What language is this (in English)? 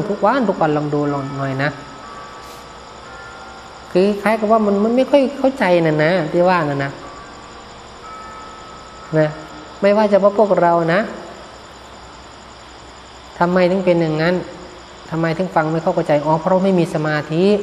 Thai